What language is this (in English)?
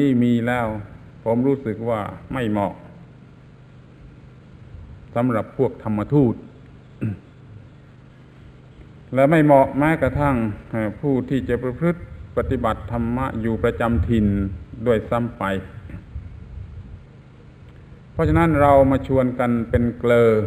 Thai